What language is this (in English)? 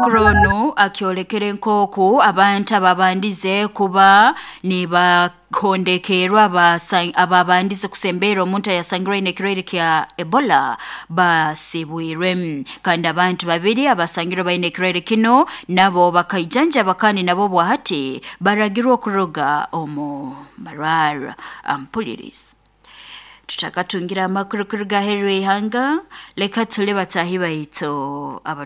Nyankole